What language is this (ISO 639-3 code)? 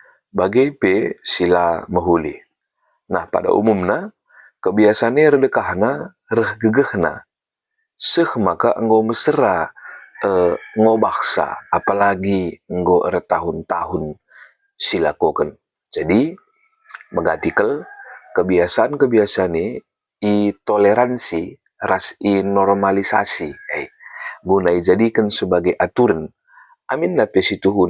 btx